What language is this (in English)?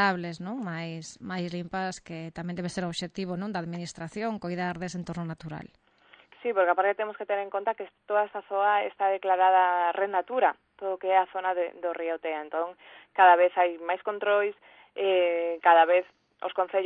Galician